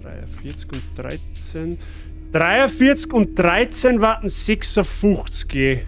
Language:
Bavarian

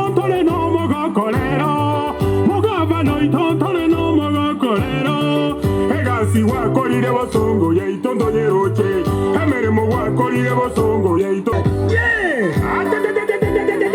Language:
Gusii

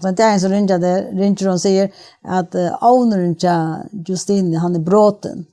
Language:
Faroese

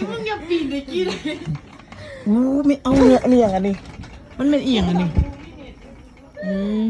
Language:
Lao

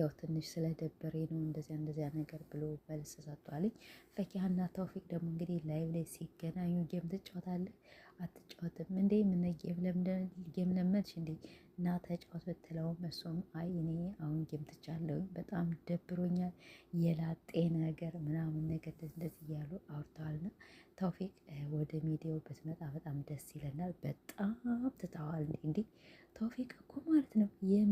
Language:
Amharic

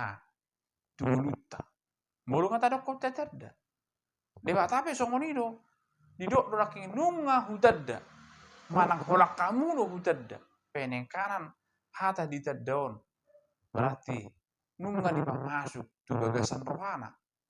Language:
Batak Toba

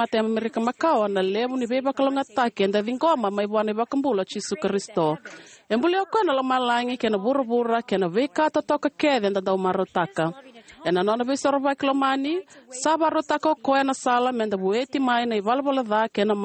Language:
Fijian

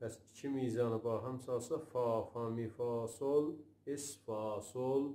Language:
South Azerbaijani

